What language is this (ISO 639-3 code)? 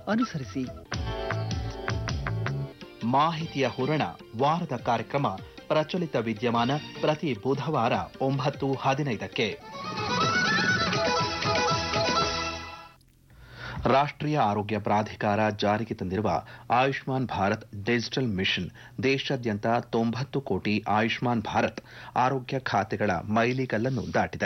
kan